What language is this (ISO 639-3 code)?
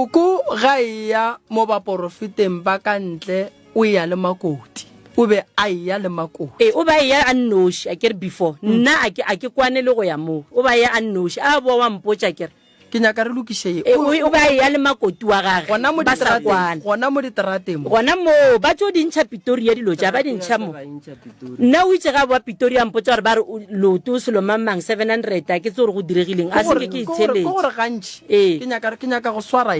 nso